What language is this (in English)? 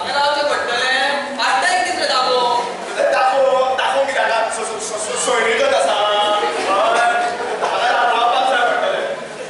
Konkani